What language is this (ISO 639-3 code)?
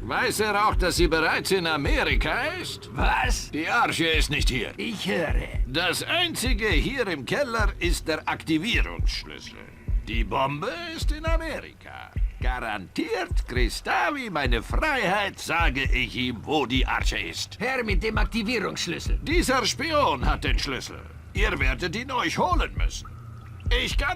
bar